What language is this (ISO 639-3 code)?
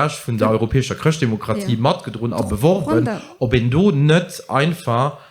ltz